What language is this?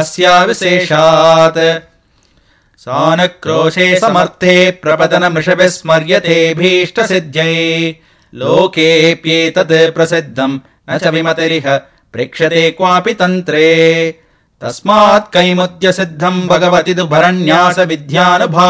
Sanskrit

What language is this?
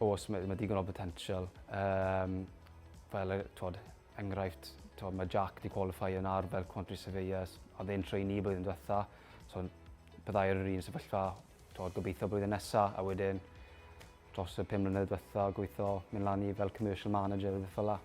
Welsh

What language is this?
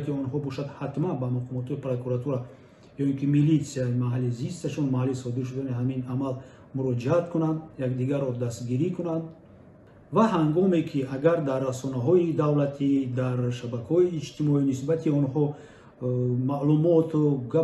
Tajik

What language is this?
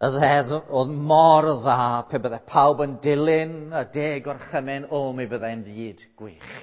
Welsh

